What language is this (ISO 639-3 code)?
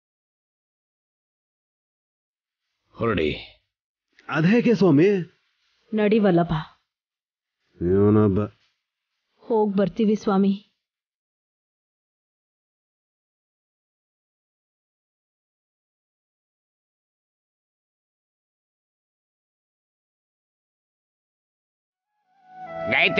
kan